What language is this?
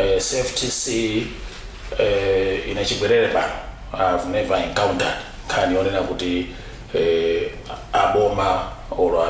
Nyanja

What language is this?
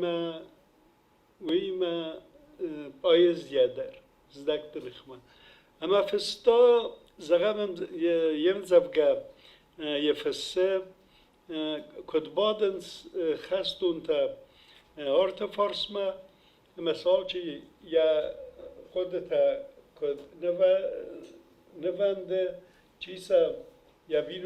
Ossetic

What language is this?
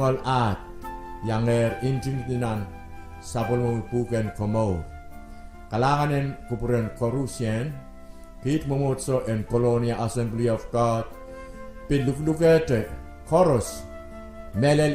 Pohnpeian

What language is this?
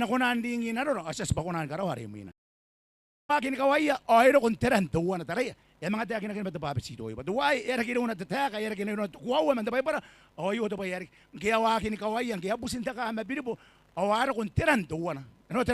Gilbertese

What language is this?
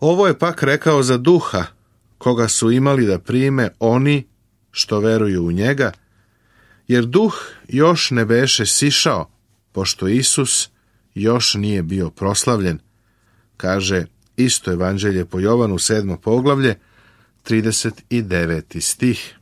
Serbian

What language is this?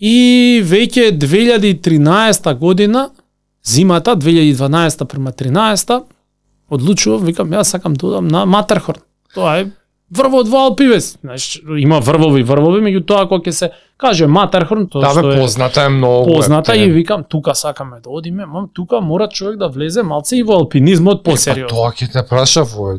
Macedonian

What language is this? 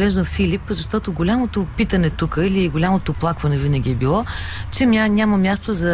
Bulgarian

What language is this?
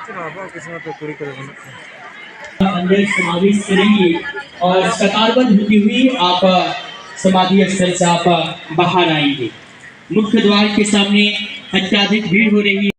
Santali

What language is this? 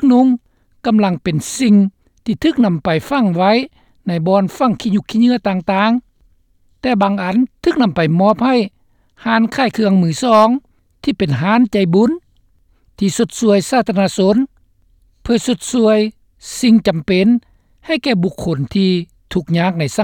Lao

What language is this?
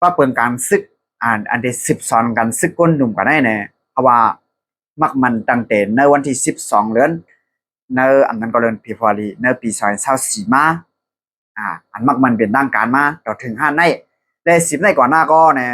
Shan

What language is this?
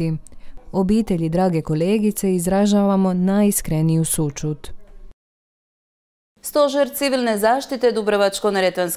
Croatian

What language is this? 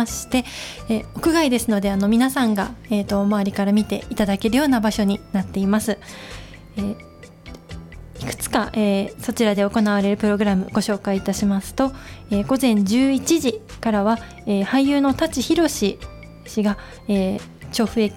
Japanese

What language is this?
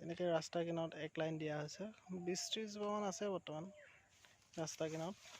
Assamese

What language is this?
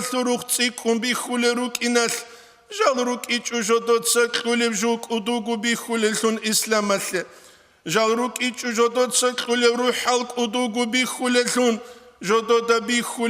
Avaric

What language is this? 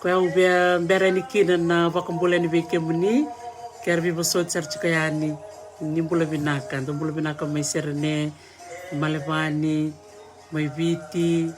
Fijian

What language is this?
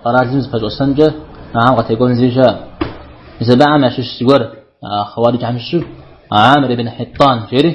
Kabardian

